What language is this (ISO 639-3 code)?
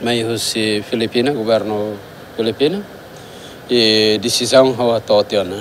tet